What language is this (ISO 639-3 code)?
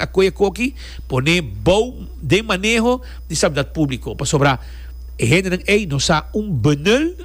pap